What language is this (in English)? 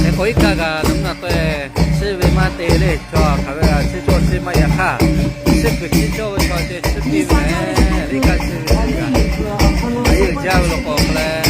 Lahu